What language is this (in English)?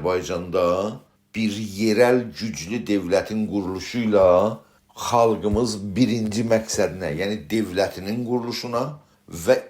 South Azerbaijani